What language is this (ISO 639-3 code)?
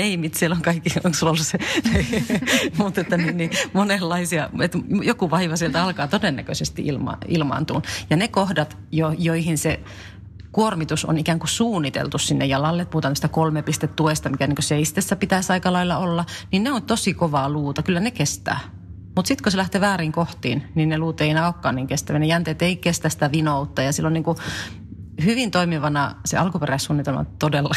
fin